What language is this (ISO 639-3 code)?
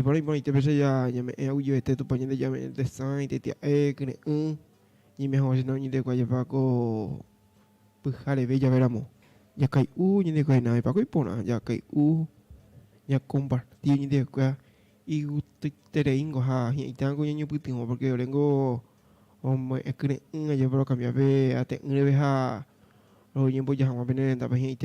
grn